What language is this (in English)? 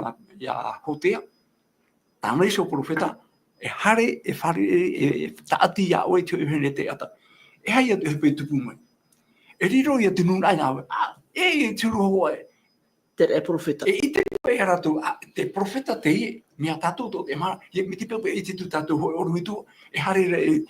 Tahitian